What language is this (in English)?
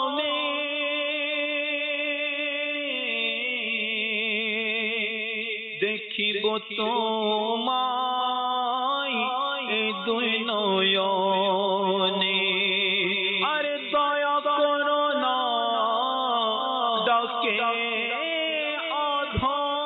Bangla